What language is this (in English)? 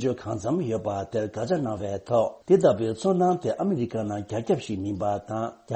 Tibetan